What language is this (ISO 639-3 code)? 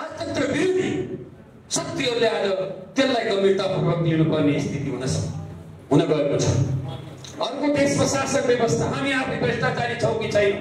nep